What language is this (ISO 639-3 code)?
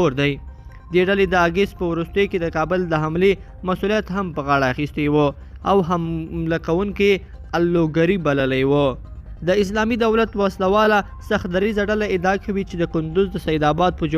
pus